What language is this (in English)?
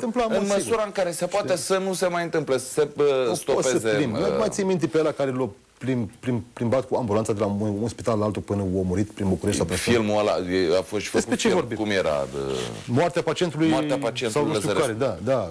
Romanian